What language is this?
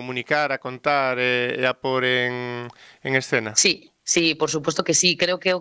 Galician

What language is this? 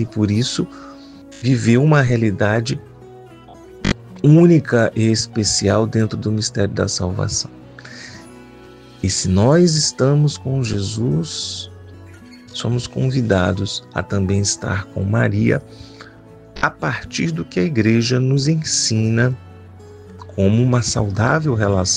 Portuguese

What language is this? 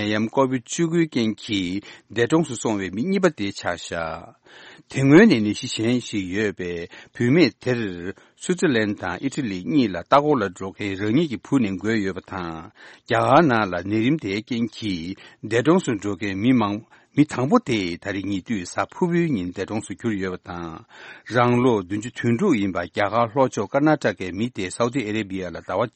Tibetan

